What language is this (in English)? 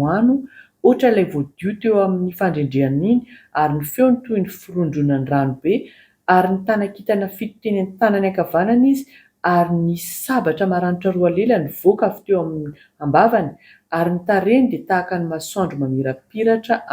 Malagasy